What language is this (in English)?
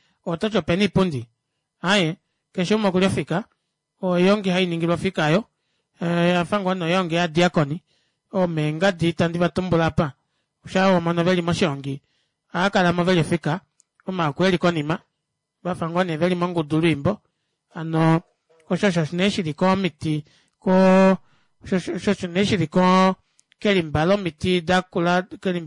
Kuanyama